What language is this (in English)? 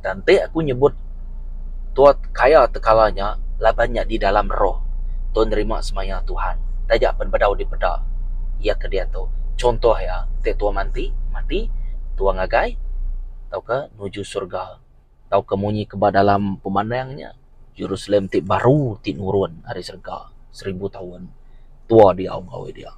Iban